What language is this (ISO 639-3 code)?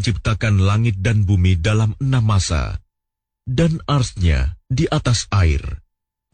ind